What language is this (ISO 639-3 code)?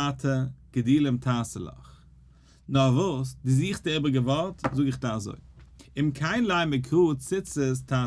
yid